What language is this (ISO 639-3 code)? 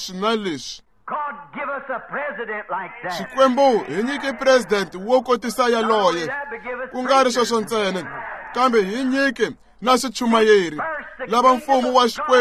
tso